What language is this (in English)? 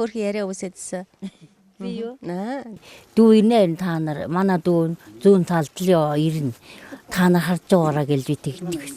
Mongolian